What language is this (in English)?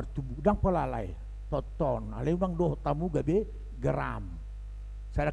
Batak Toba